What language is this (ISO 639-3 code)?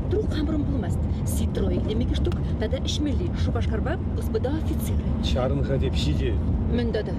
chv